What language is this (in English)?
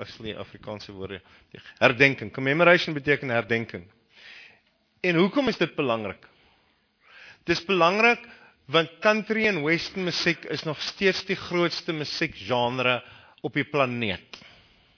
Afrikaans